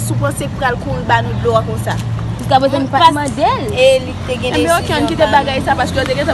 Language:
Haitian Creole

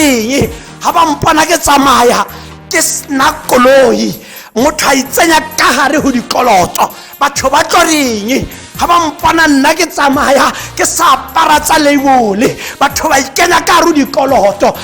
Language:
Tswana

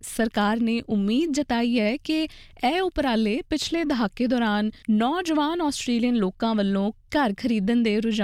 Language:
Punjabi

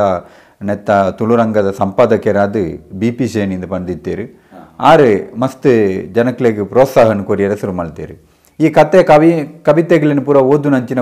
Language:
Tulu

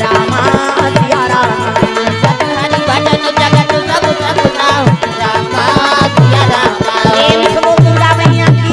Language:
Chhattisgarhi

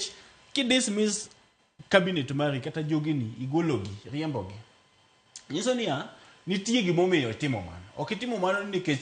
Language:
Luo (Kenya and Tanzania)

